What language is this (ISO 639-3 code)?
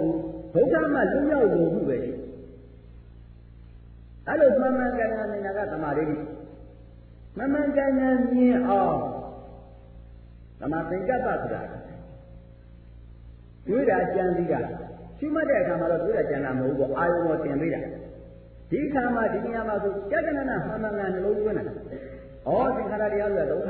mya